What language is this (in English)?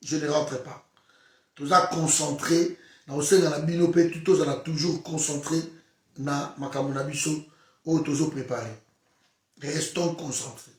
Lingala